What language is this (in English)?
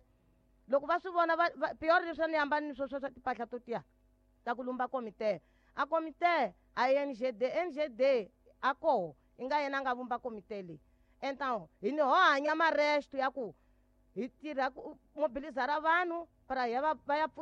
Tsonga